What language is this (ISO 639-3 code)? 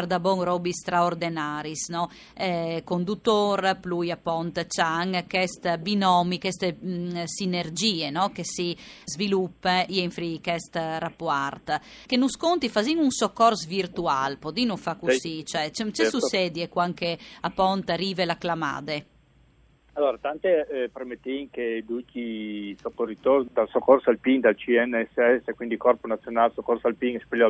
fur